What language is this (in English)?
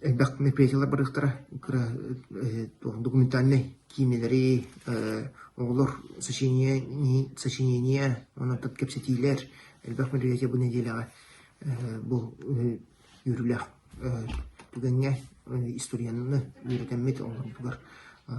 Yakut